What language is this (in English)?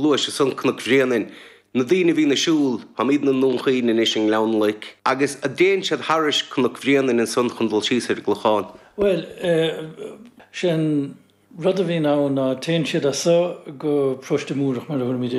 Irish